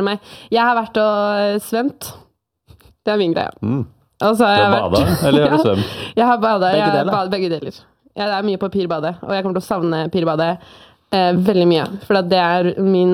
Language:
Norwegian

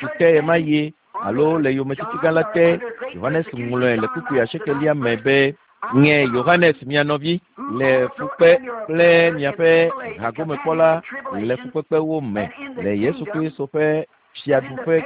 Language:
Ewe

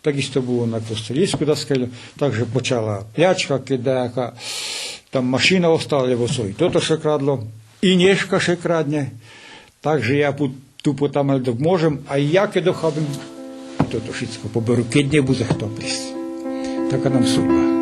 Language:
Rusyn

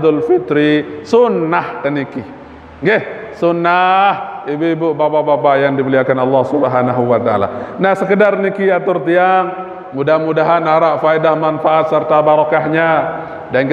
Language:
Sasak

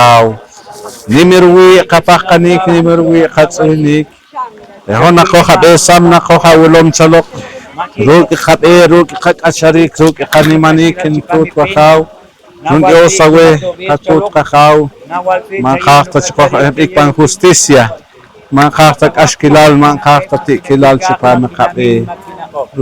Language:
Poqomchi'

